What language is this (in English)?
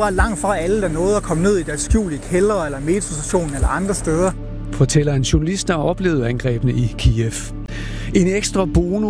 Danish